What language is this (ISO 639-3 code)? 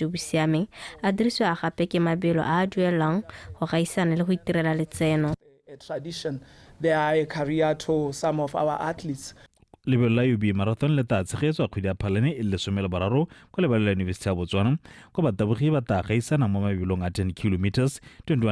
tsn